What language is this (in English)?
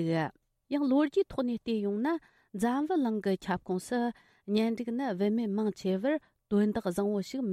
Tibetan